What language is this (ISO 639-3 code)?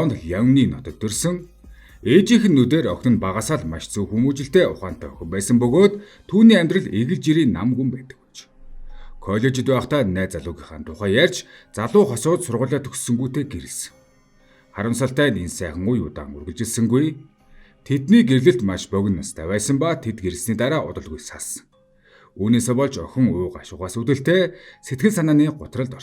mon